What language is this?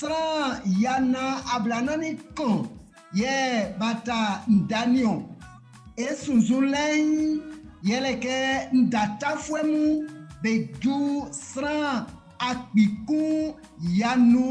Baoulé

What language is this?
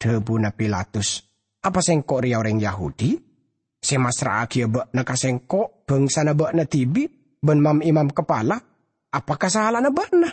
Madurese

